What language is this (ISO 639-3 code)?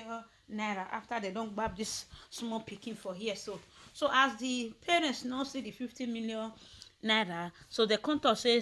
pcm